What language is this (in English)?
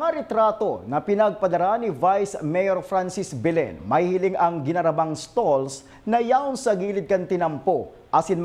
Bikol